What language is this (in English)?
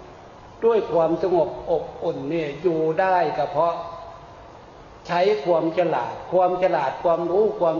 Thai